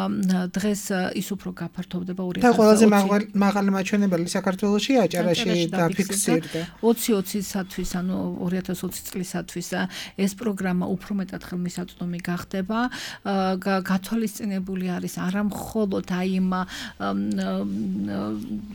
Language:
Georgian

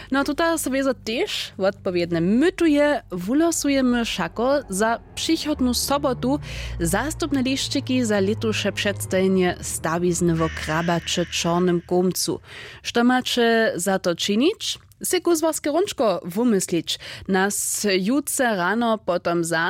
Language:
Upper Sorbian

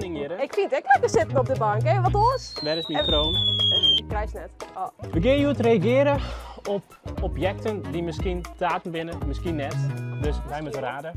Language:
Western Frisian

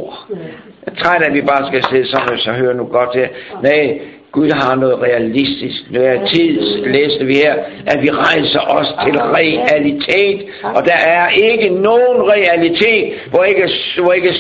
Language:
Danish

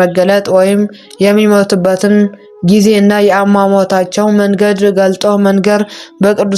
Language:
Amharic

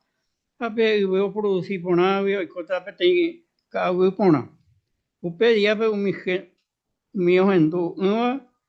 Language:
Guarani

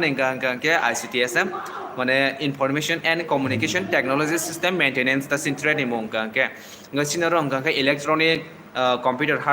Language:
Kok Borok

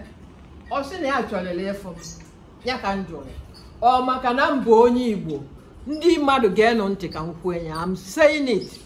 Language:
Igbo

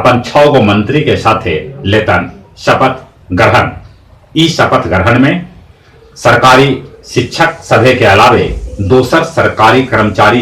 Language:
Magahi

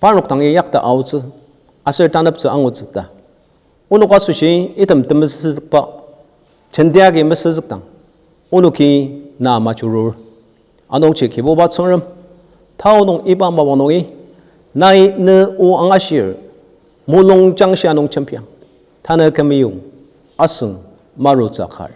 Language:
Ao Naga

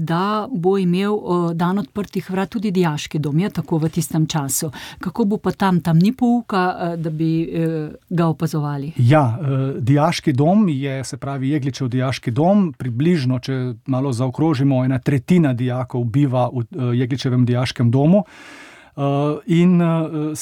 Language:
Slovenian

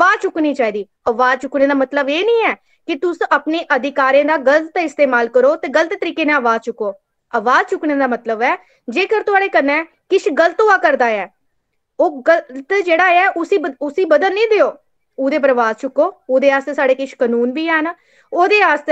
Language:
Dogri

